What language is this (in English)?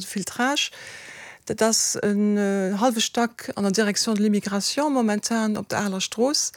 Luxembourgish